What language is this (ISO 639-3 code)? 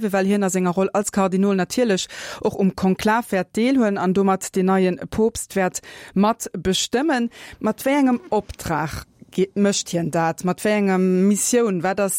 ltz